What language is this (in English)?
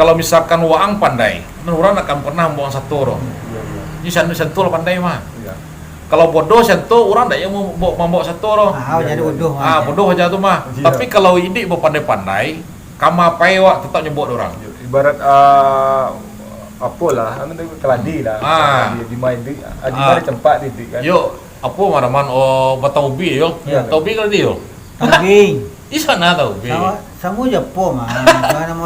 Minangkabau